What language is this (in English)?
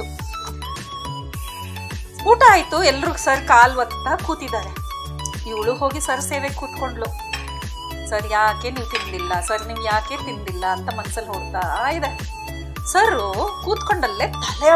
Kannada